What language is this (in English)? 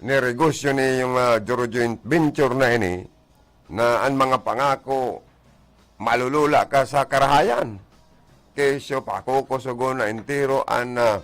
Bikol